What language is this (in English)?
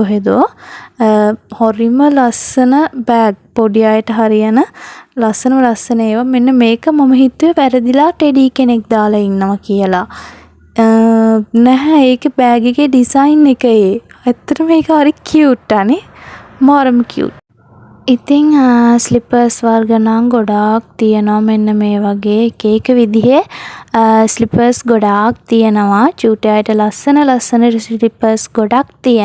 Sinhala